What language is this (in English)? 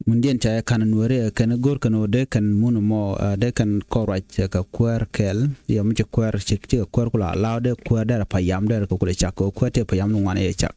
Nuer